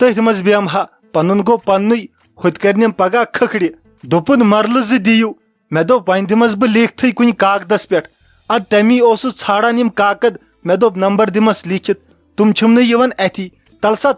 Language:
Kashmiri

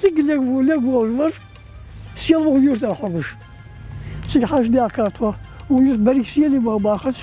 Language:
Ingush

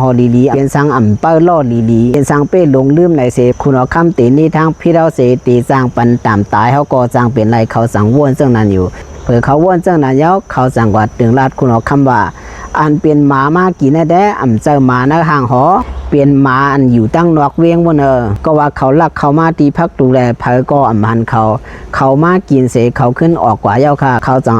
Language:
Shan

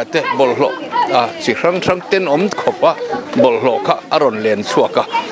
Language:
Mizo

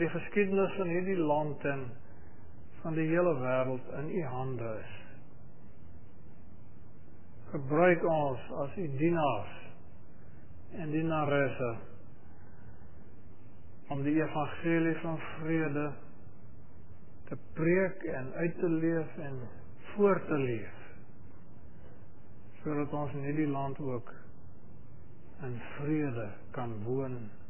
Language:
Afrikaans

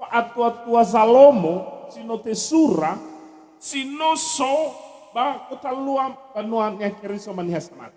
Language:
Nias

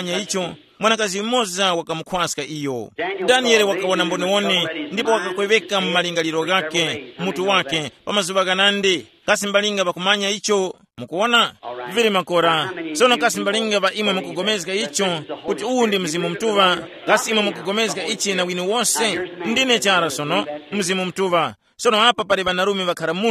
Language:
Tumbuka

